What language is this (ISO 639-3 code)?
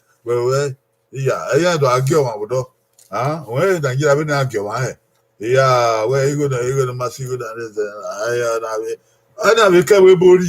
bin